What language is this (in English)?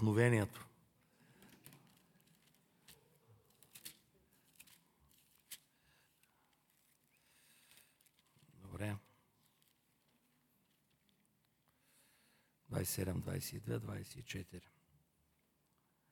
Bulgarian